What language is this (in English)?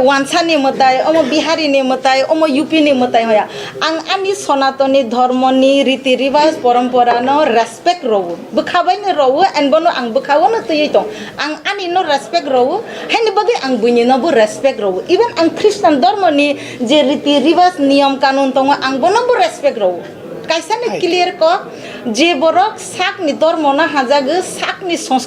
Kok Borok